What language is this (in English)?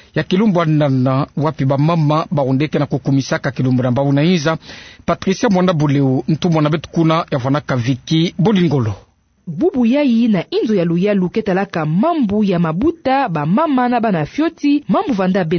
Kituba (Democratic Republic of Congo)